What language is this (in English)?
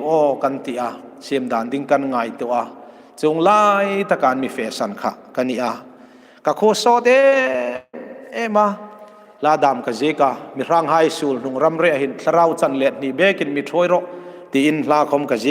Hmar